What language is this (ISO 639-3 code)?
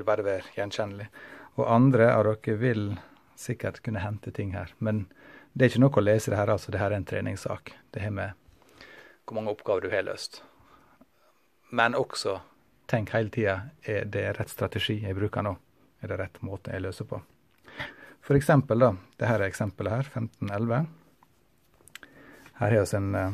nor